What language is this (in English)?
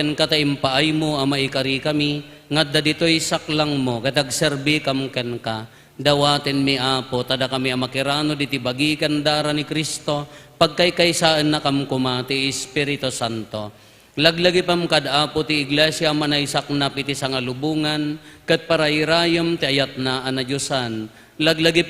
Iloko